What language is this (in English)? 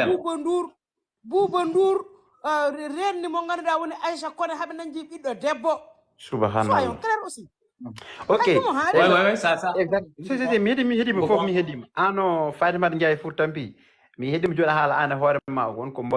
Fula